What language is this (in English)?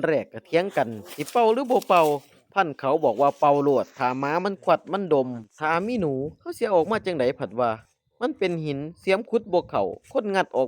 Northeastern Thai